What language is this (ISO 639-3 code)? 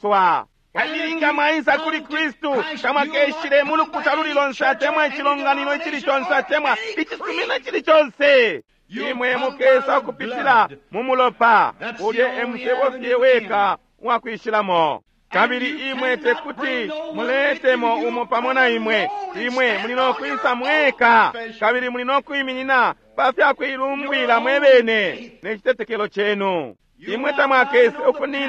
bem